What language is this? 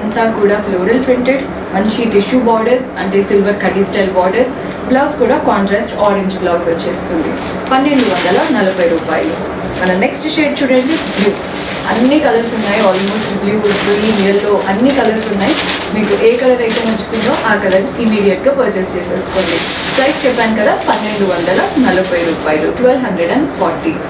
Telugu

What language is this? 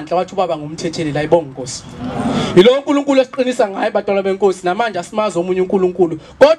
Zulu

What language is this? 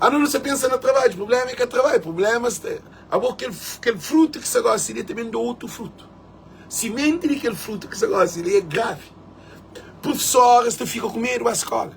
Kabuverdianu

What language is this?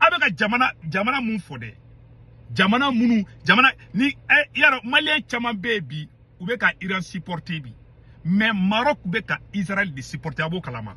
Bambara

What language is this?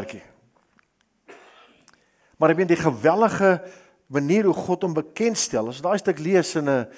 Afrikaans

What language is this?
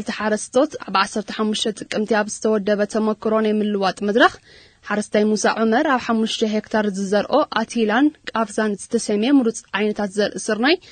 Tigrinya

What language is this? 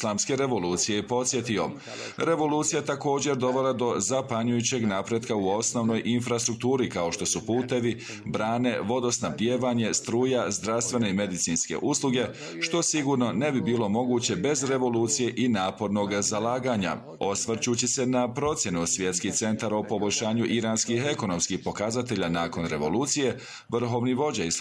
Bosnian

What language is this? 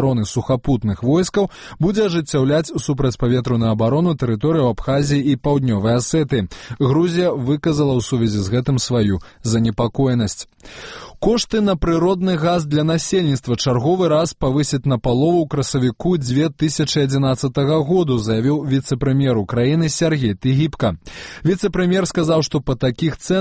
Belarusian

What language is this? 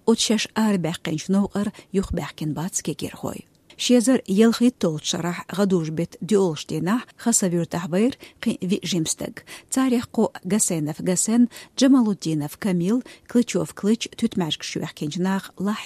Chechen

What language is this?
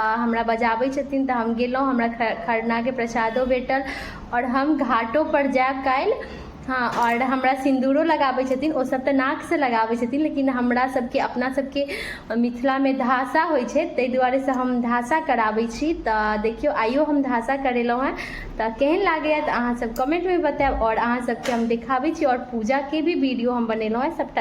Maithili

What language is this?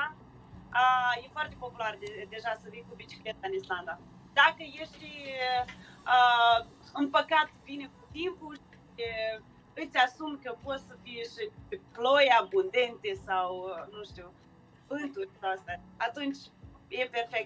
Romanian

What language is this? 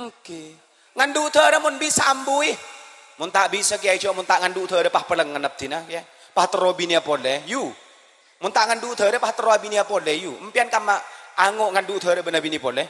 Madurese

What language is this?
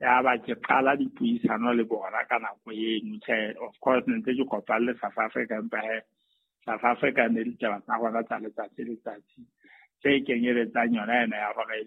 Southern Sotho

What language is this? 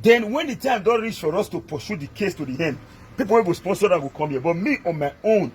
Nigerian Pidgin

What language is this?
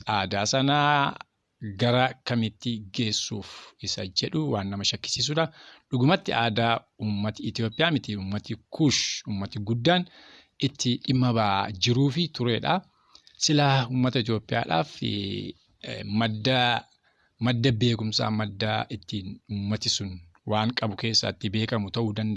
Oromo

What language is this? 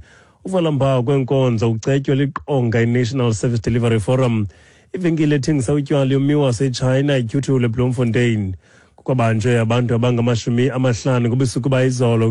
Xhosa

